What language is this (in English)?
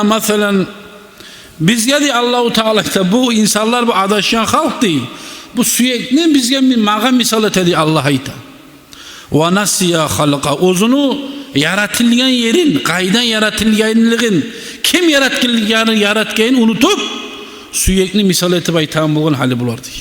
Kumyk